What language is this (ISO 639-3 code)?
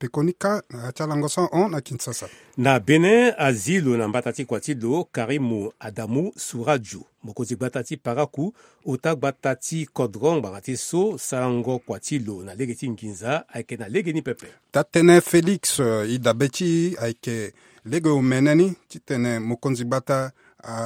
sag